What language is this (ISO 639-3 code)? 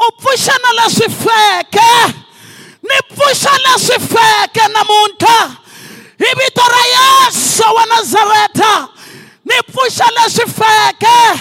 tso